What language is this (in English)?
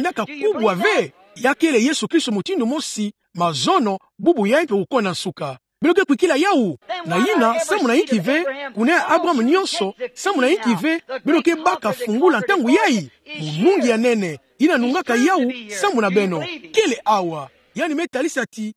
Kituba (Democratic Republic of Congo)